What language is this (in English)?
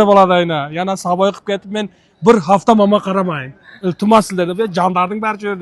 Uzbek